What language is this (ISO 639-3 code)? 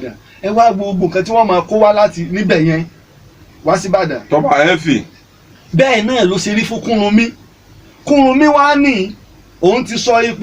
yor